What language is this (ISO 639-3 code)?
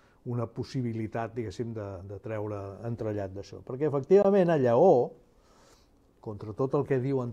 cat